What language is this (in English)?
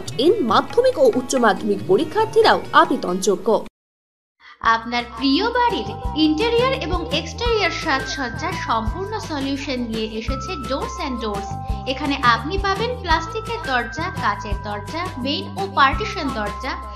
Bangla